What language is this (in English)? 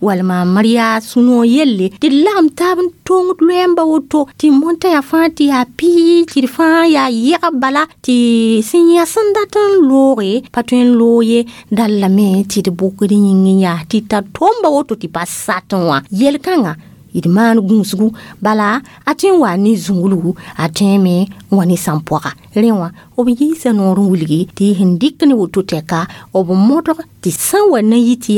Mossi